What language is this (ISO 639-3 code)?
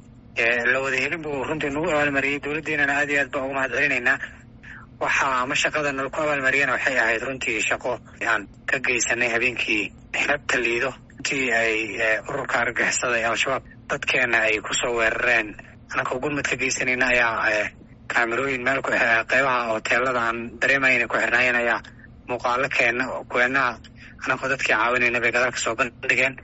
som